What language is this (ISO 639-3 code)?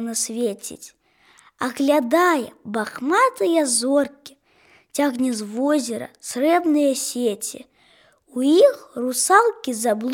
bel